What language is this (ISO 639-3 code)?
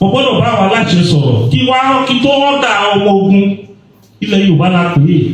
yor